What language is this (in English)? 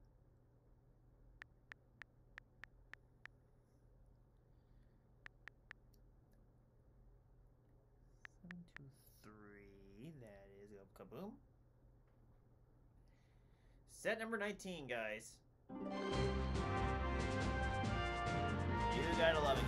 English